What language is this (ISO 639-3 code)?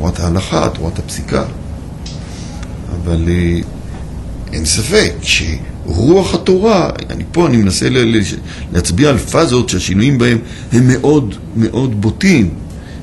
heb